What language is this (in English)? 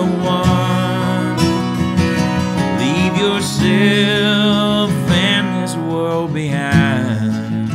English